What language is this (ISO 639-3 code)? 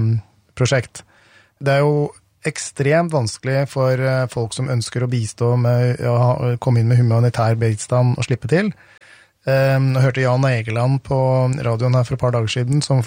nor